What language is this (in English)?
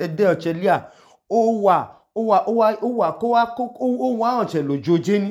Idoma